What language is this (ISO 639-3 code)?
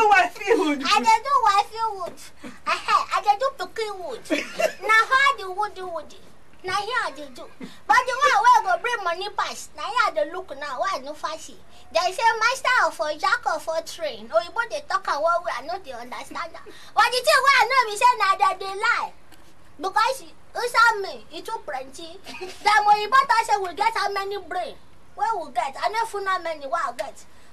pcm